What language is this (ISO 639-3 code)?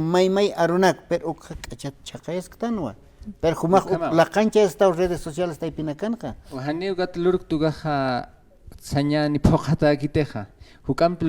aym